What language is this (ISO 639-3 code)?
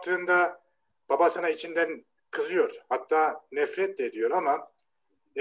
tur